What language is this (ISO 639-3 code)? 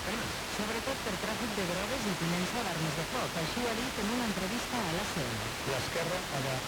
cat